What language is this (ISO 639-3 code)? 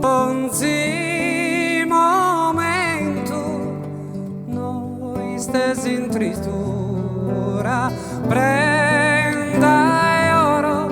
srd